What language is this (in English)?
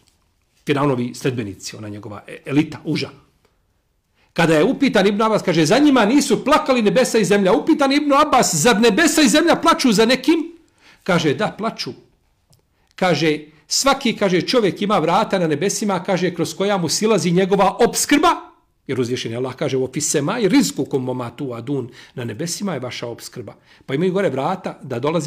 Bosnian